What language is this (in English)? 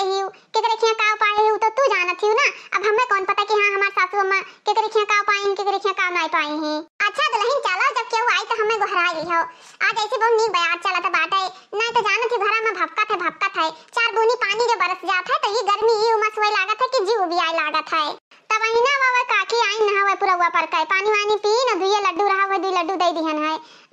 Awadhi